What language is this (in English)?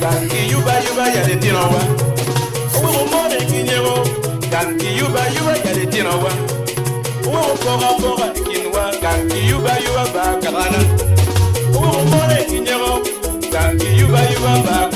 Acoli